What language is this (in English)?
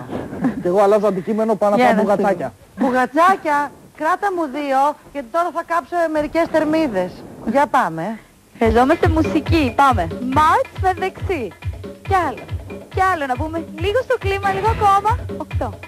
Greek